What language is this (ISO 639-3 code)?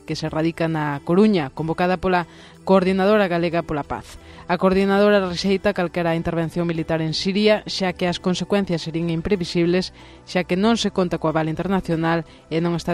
glg